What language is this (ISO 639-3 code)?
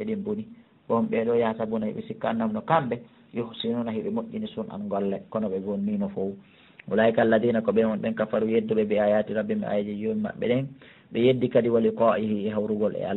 ful